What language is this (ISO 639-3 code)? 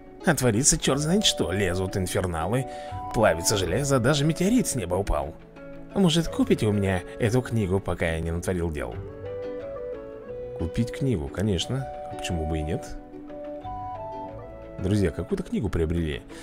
rus